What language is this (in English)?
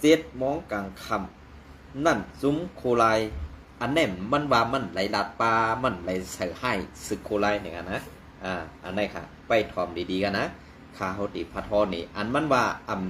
Shan